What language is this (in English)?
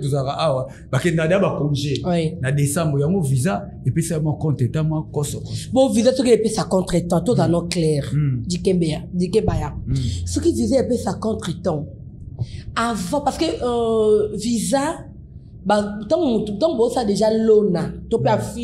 Lingala